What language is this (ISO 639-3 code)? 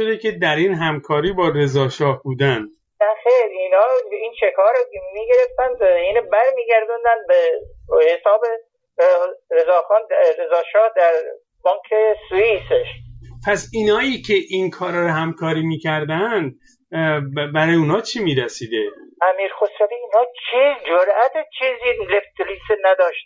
fas